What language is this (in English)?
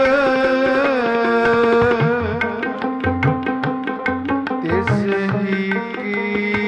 Punjabi